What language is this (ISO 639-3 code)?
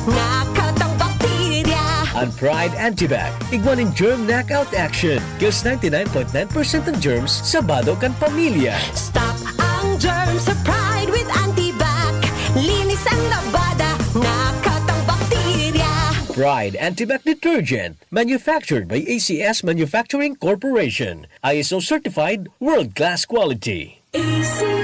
bik